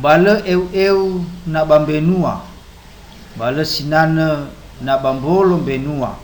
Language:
Nias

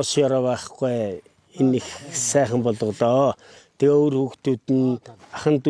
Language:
Mongolian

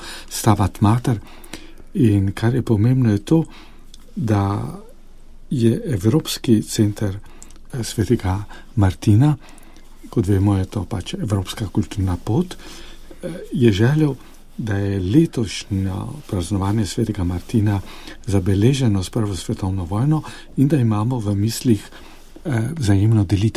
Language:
Slovenian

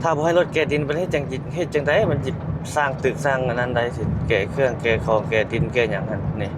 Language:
Lao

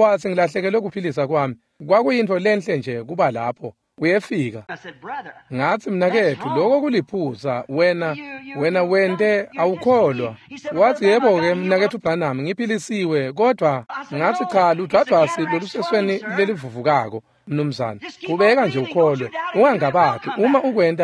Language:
Swati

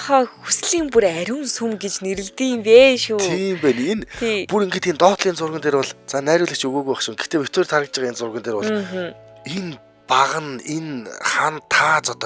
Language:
Mongolian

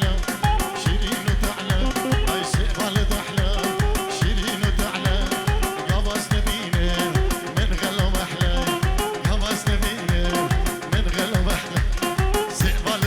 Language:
Kurdish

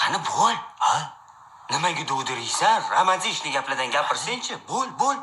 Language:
Uzbek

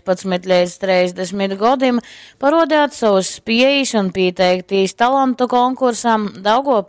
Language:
Latgalian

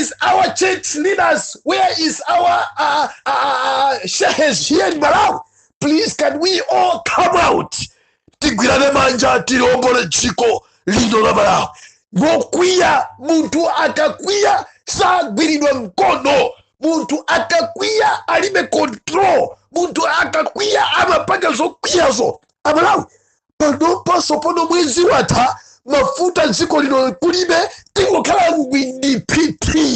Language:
Nyanja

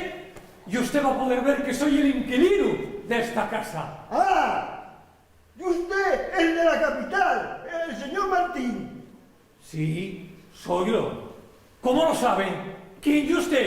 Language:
Asturian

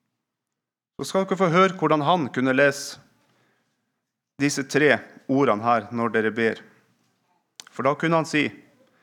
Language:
Norwegian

